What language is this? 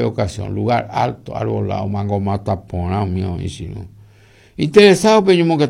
Guarani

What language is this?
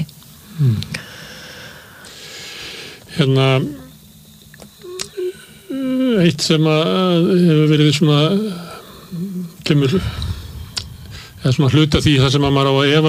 Icelandic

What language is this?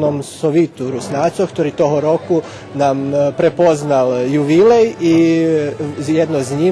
Rusyn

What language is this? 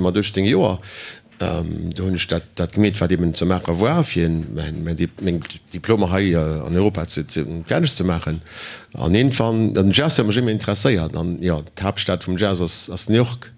Luxembourgish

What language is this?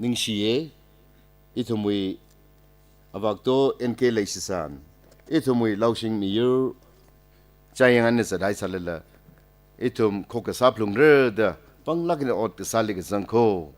Tangkhul Naga (India)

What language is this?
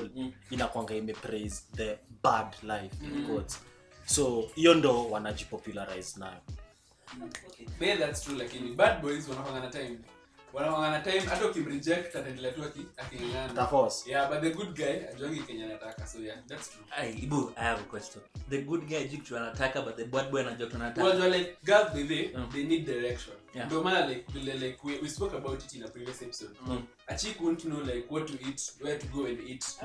Swahili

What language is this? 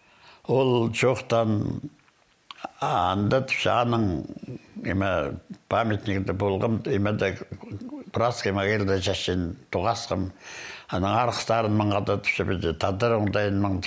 Khakas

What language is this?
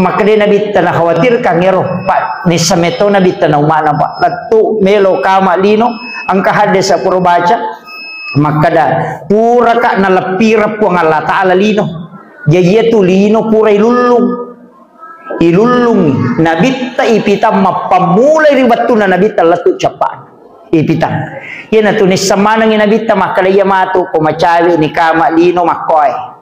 Buginese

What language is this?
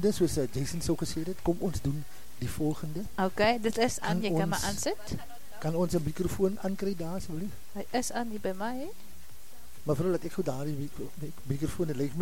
Afrikaans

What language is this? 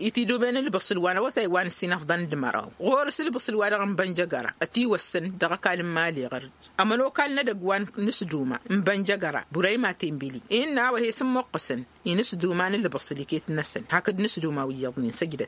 Tamasheq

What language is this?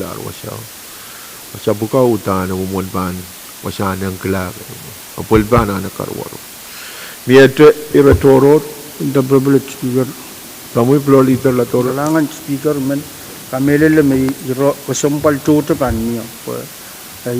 Pohnpeian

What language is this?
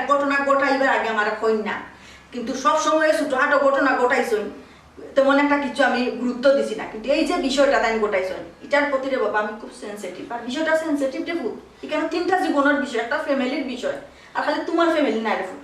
Sylheti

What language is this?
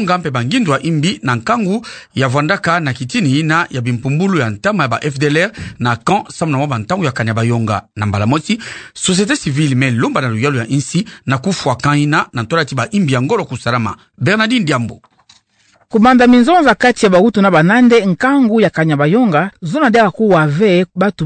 Kituba (Democratic Republic of Congo)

